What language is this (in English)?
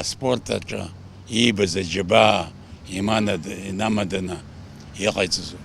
Abkhazian